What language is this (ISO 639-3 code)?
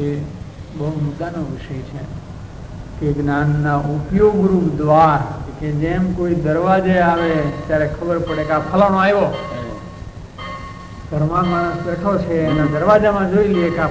guj